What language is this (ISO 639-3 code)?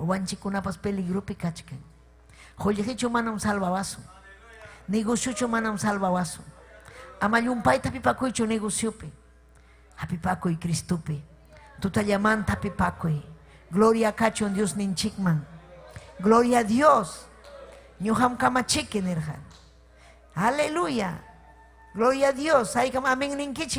quy